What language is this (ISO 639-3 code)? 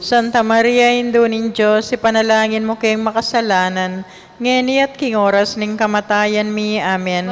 pam